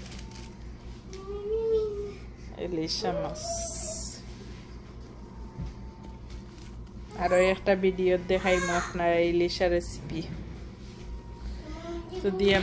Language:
Bangla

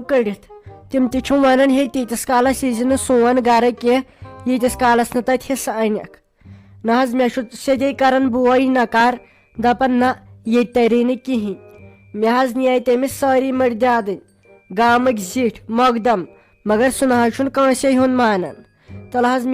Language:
Kashmiri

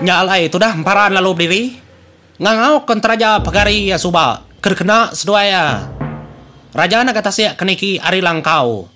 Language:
Iban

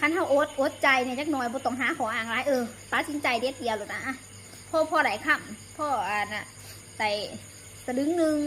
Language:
Lao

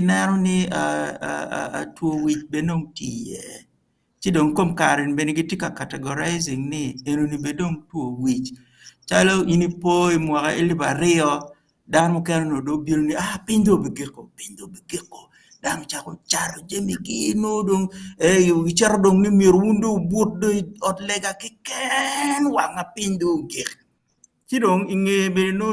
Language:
Acoli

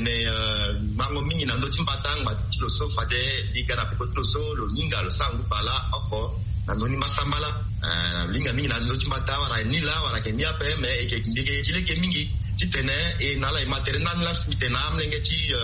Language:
Sango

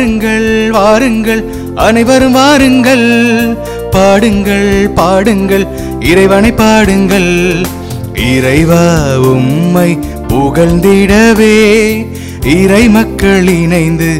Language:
Tamil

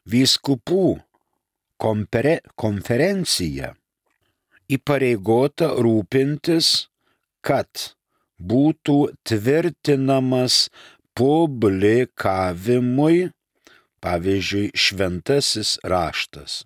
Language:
Lithuanian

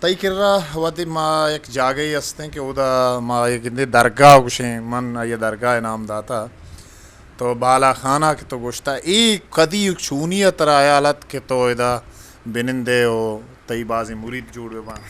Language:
Eastern Balochi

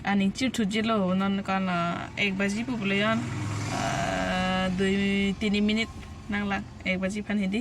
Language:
Karbi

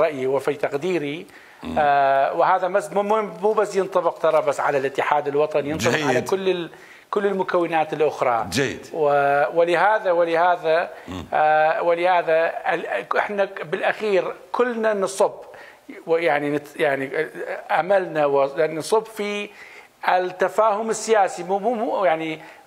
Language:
Mesopotamian Arabic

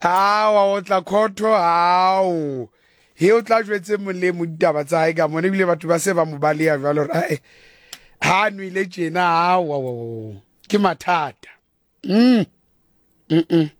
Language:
Southern Sotho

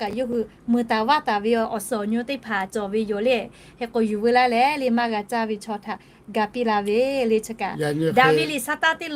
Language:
Lahu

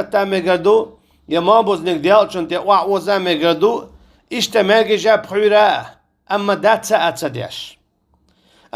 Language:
Chechen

